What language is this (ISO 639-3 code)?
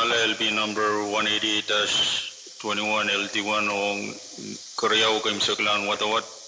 pon